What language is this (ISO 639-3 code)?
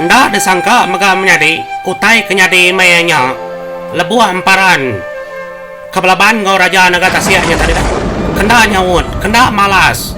iba